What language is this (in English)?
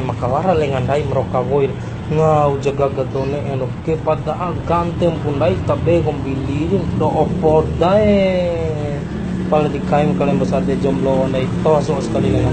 Bima